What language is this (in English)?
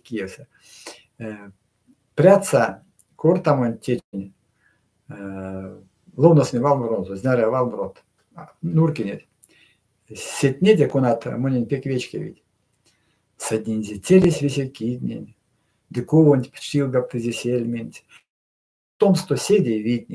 Erzya